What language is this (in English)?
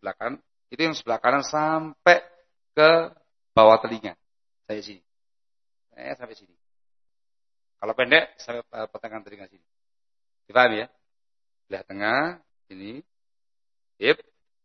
Indonesian